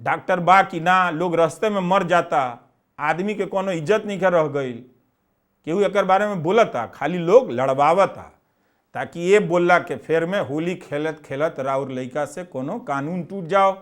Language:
Bhojpuri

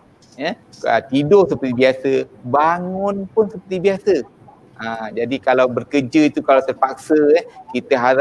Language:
Malay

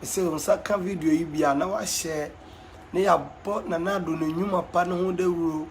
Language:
Akan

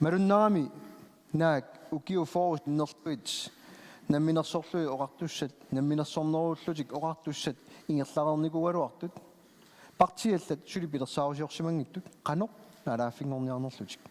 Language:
Kalaallisut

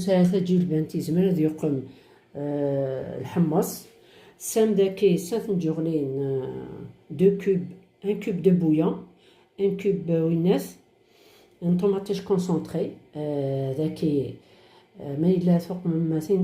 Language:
Kabyle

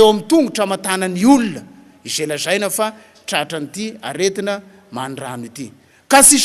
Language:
Malagasy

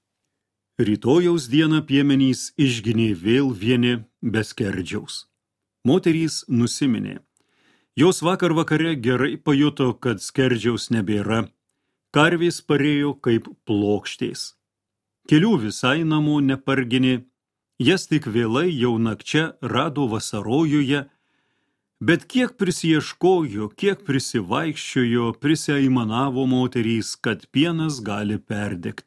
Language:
Lithuanian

